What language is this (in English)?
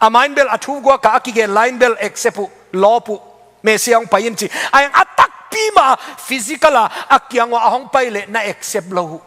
Tedim Chin